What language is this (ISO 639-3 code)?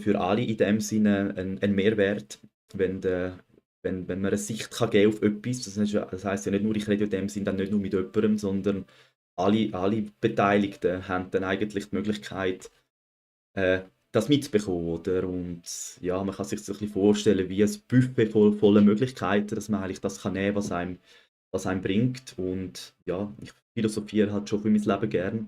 gsw